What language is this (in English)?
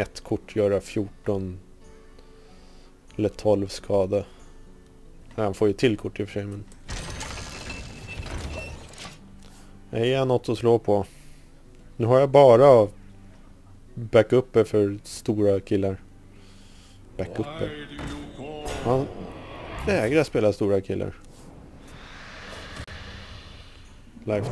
Swedish